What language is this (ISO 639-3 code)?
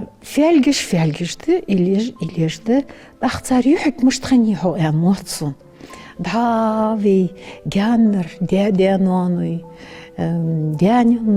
inh